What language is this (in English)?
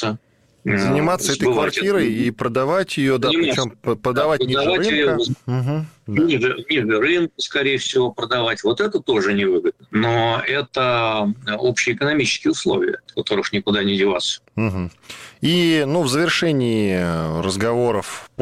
Russian